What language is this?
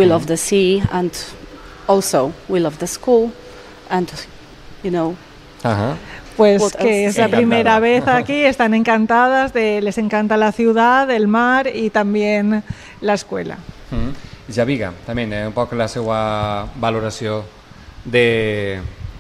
Catalan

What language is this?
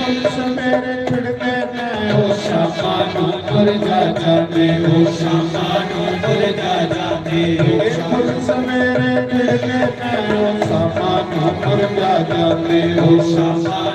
Dogri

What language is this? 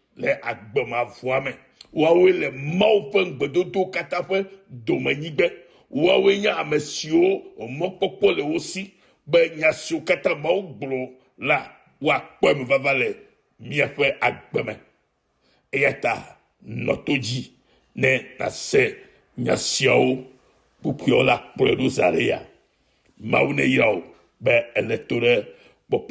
Ewe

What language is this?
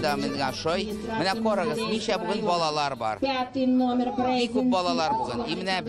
Tatar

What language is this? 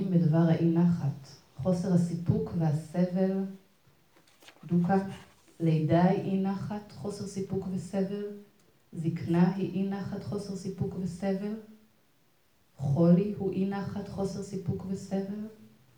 Hebrew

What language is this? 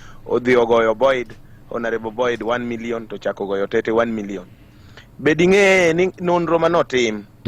Luo (Kenya and Tanzania)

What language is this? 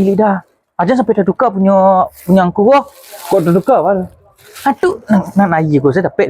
Minangkabau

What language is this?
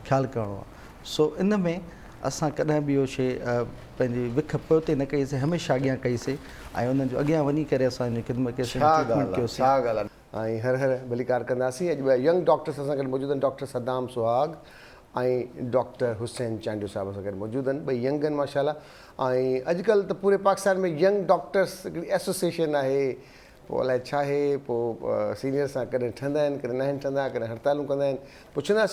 Sindhi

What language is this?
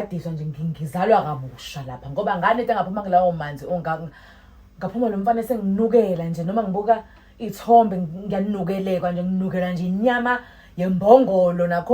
Zulu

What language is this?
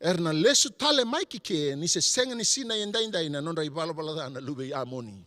Fijian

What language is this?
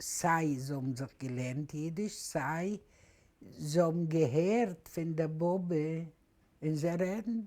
Yiddish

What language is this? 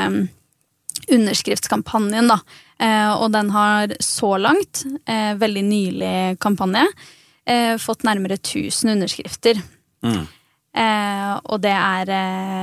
Norwegian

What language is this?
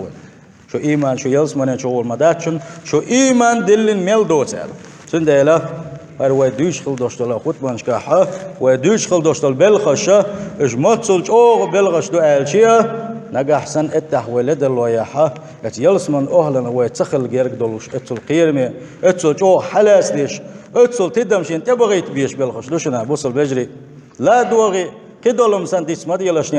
Chechen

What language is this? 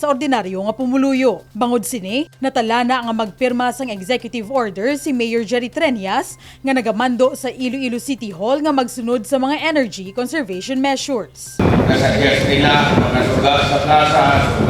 Hiligaynon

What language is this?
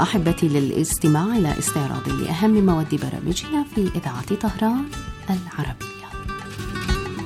Arabic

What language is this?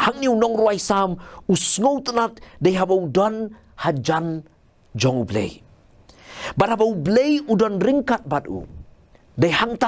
Khasi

